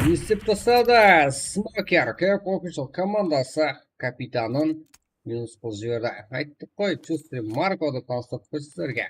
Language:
Kara-Kalpak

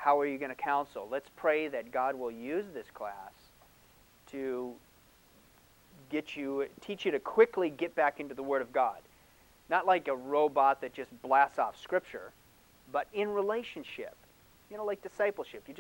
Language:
English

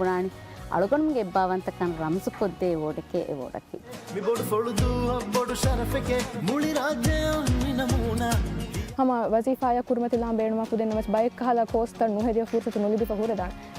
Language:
Divehi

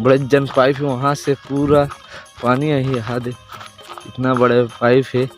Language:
Chhattisgarhi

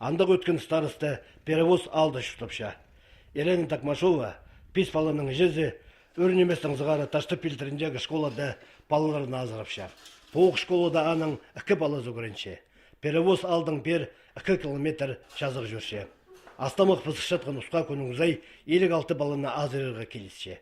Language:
Khakas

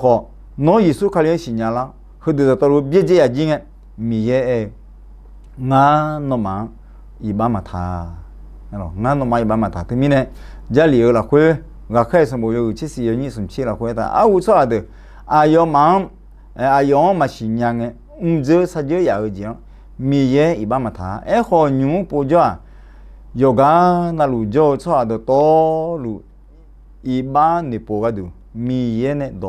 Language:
Akha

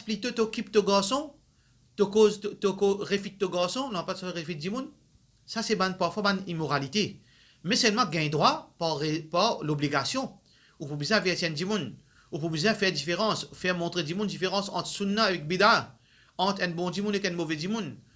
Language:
Morisyen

